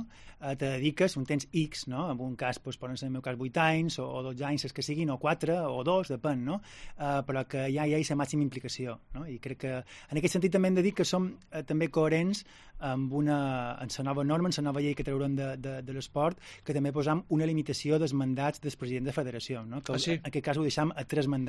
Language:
Catalan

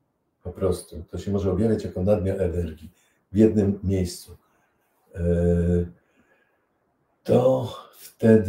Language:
Polish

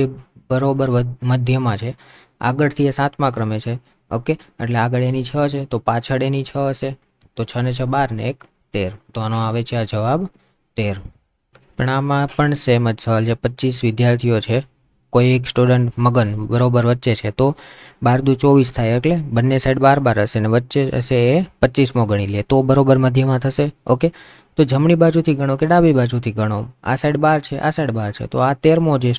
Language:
Gujarati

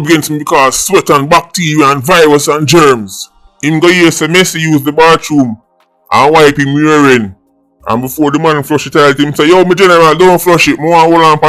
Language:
Jamaican Creole English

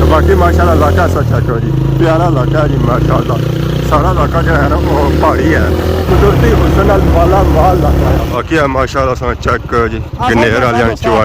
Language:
Pahari-Potwari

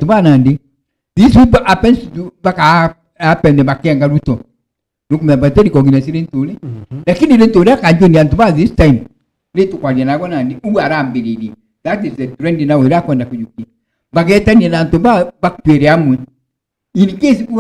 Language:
Meru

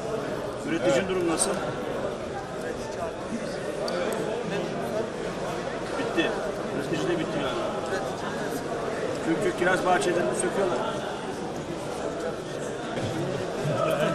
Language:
Turkish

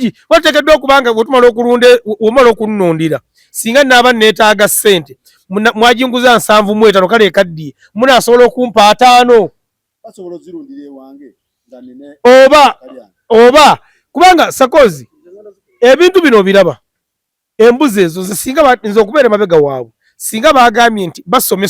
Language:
Ganda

